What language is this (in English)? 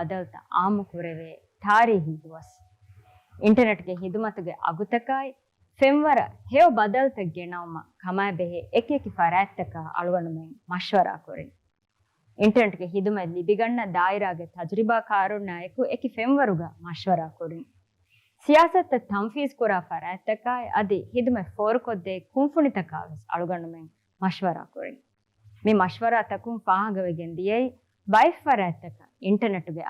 Divehi